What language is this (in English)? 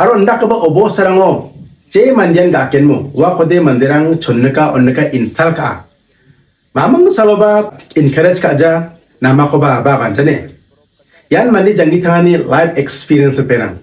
Garo